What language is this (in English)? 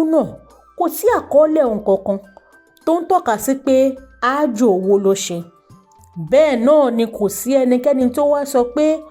Yoruba